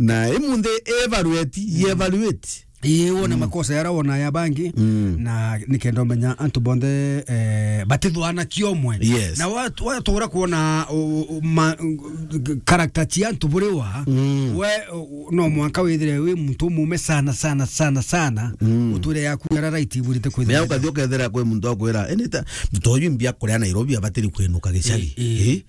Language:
Meru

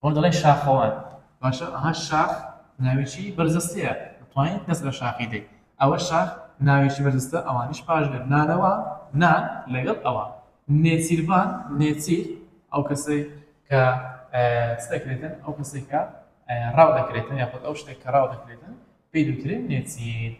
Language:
Central Kurdish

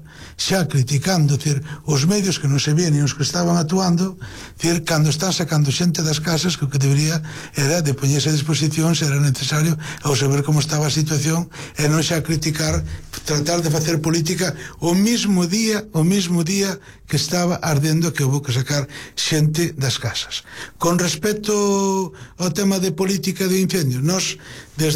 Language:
Galician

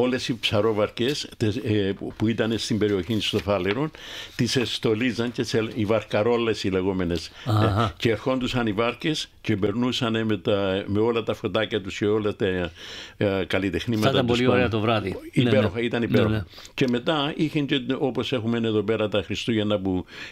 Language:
Greek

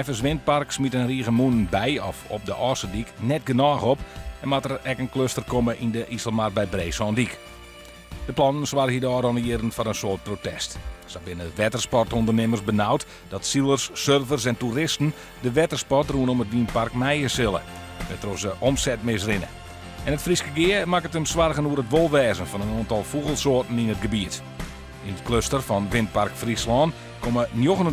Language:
Western Frisian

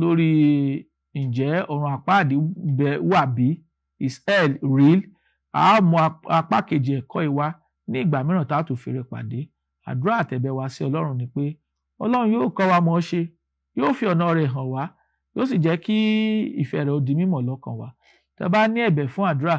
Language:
Yoruba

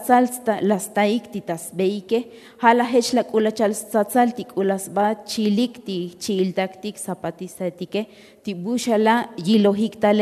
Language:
Tzotzil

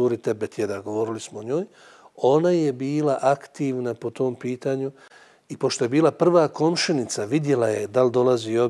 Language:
Bosnian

